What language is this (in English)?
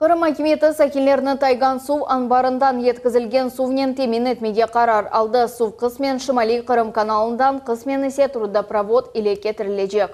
Crimean Tatar